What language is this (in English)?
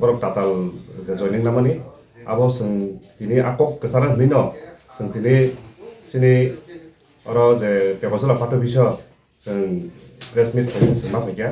Kok Borok